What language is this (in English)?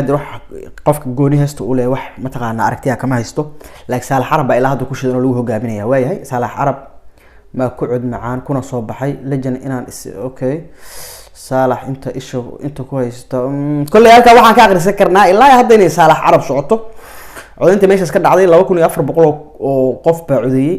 Somali